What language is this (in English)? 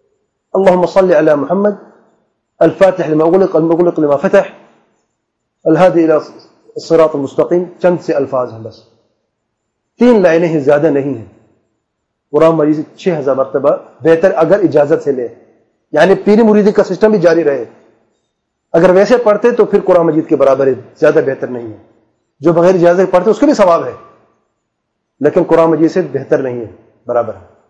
Urdu